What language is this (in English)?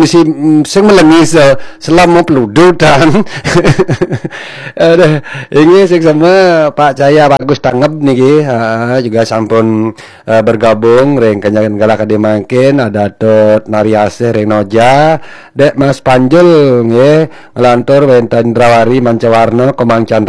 Balinese